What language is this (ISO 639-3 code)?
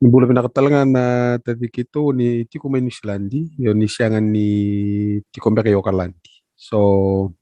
fij